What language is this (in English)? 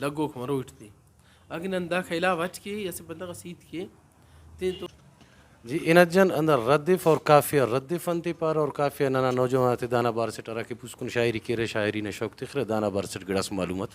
Brahui